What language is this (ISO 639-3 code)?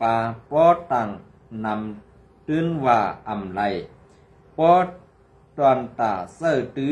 shn